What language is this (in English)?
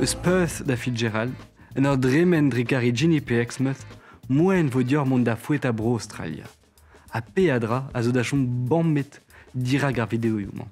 Breton